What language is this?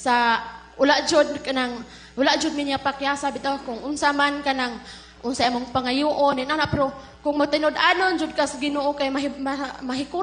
Cebuano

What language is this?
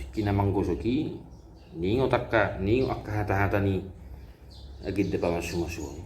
Batak Toba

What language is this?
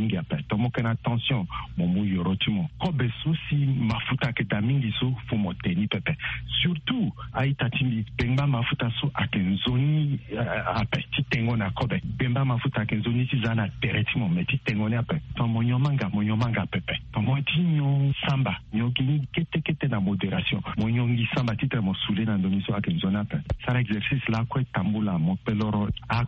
Sango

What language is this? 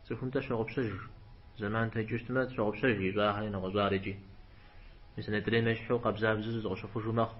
Kabardian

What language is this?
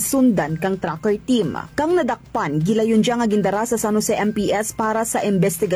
Hiligaynon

